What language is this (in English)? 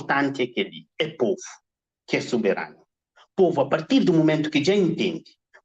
Kabuverdianu